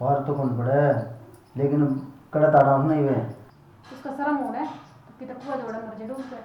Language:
Haryanvi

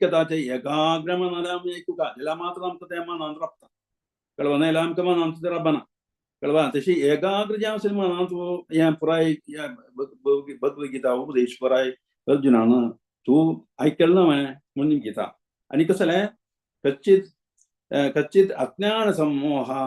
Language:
Konkani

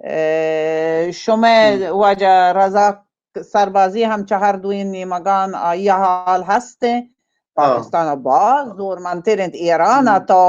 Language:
Baluchi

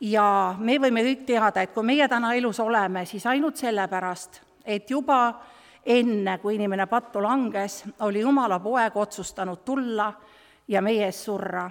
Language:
Estonian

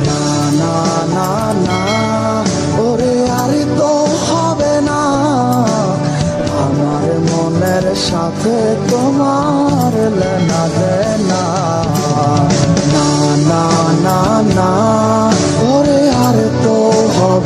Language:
Bangla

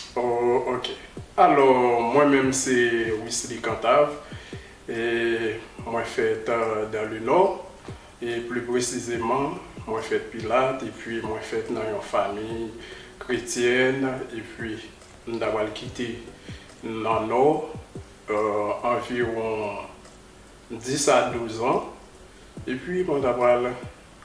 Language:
Haitian Creole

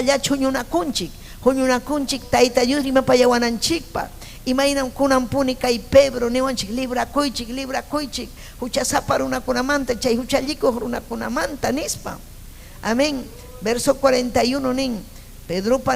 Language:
Ayacucho Quechua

